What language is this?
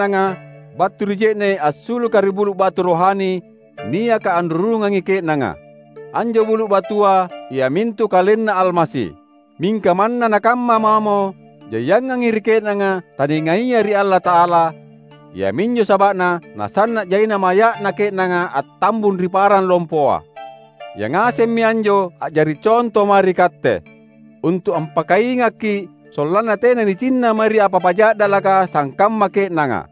Makasar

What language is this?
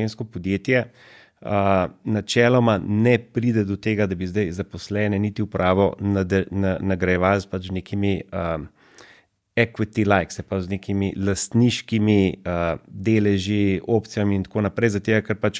Slovenian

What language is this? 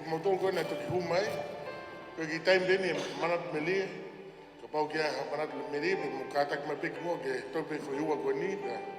Tongan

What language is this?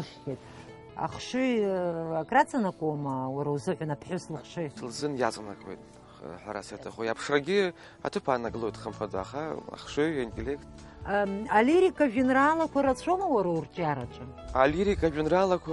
Abkhazian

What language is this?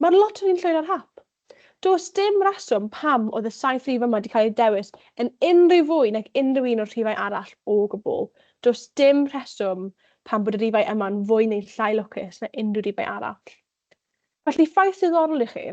Welsh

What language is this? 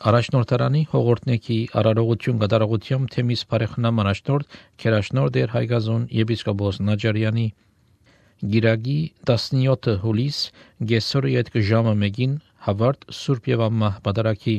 Armenian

